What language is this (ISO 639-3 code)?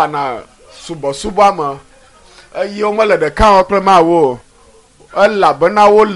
ewe